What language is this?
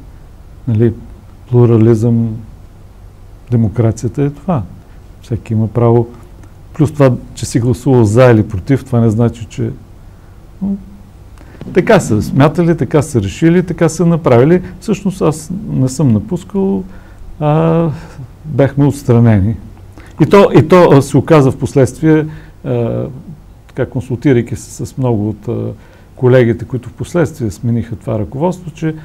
Bulgarian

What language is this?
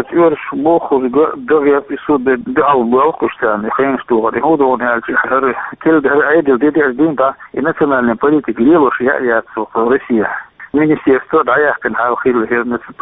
Chechen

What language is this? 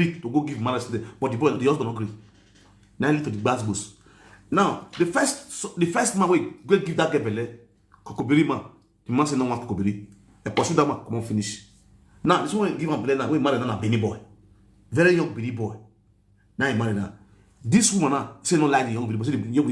Nigerian Pidgin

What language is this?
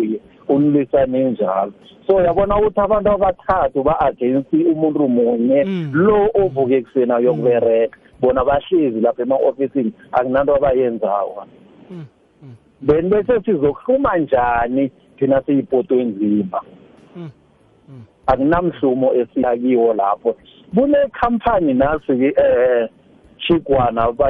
South Ndebele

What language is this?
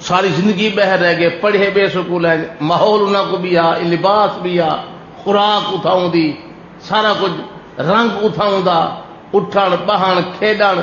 Saraiki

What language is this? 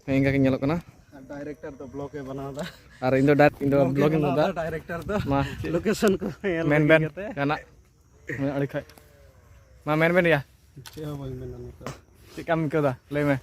Santali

